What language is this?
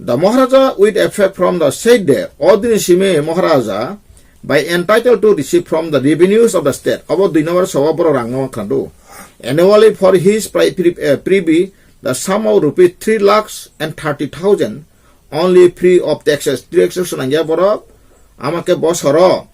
Kok Borok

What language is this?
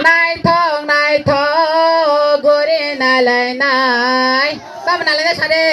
Kok Borok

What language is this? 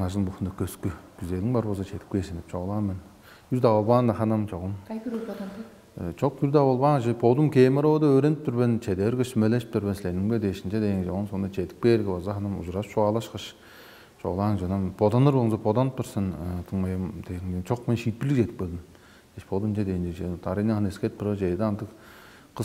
Tuvinian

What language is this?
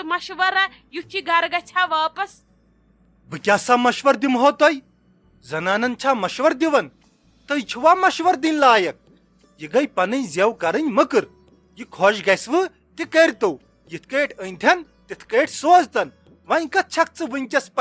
Kashmiri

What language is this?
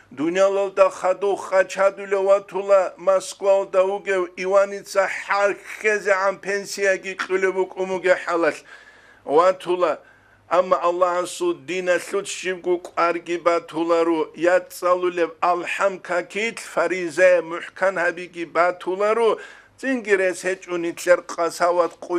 Avaric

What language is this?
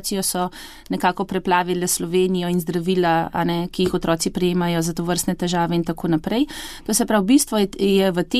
Slovenian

